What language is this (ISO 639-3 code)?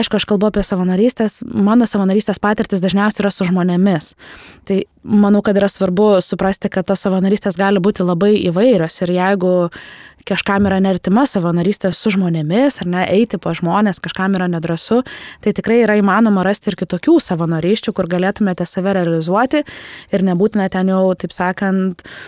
lit